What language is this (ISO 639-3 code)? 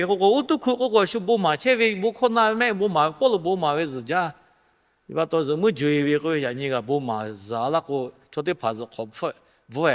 lhu